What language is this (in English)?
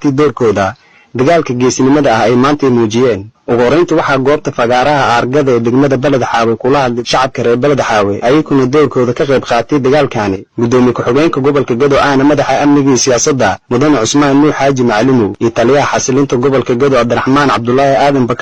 Somali